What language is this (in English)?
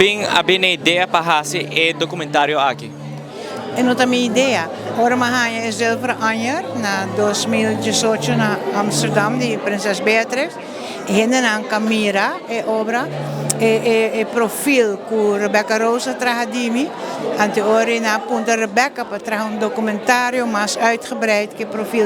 Papiamento